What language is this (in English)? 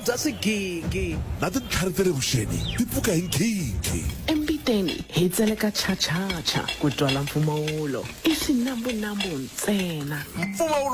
Tsonga